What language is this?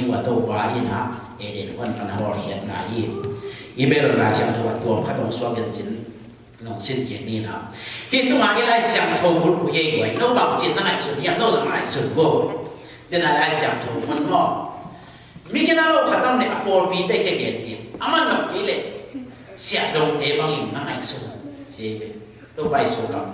Tedim Chin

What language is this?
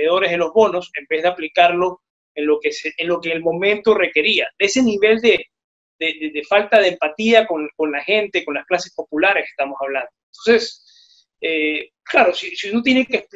Spanish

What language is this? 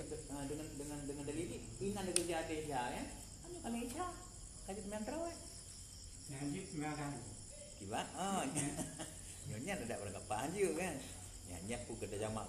Achinese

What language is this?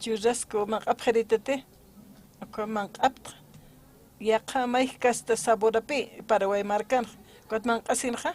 Aymara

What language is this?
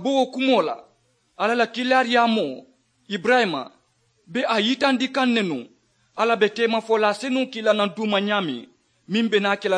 Mandingo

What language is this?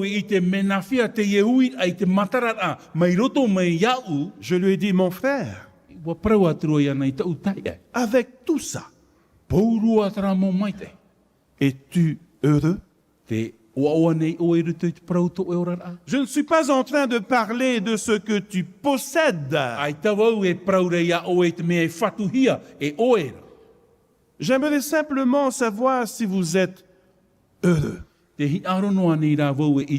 Tahitian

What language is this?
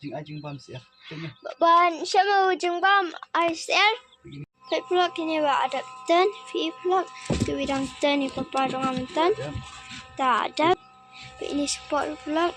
Khasi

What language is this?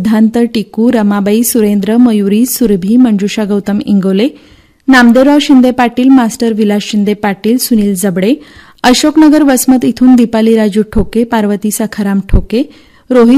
Marathi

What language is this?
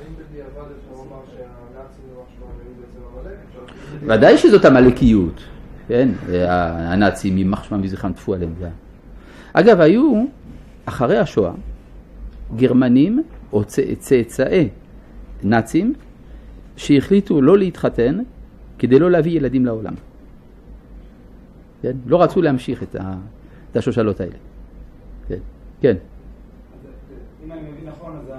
Hebrew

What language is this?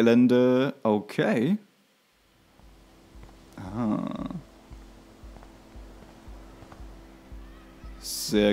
German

